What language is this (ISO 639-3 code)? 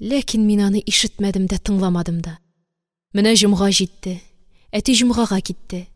tat